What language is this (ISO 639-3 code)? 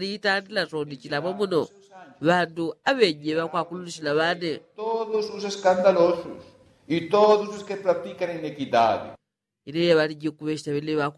yao